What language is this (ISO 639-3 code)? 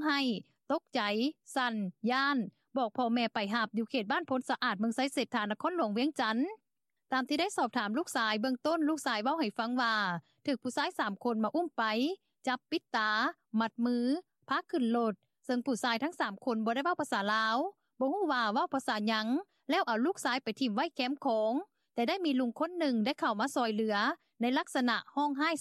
lao